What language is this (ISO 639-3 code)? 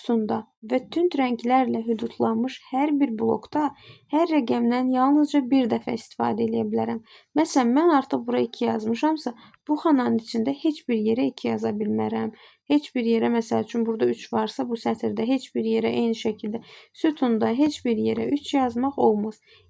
aze